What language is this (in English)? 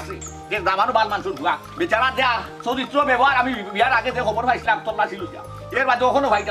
Sylheti